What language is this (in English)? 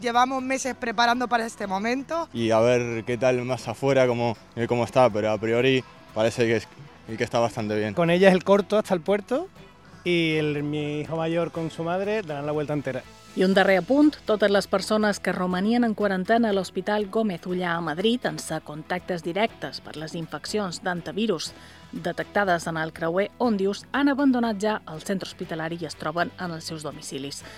Catalan